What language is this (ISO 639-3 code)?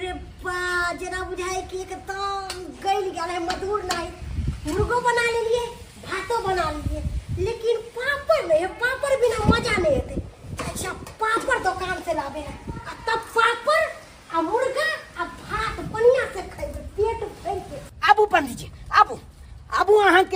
mai